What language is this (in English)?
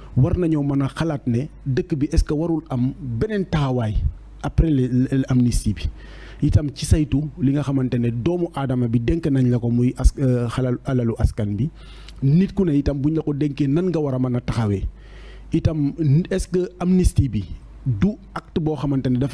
Wolof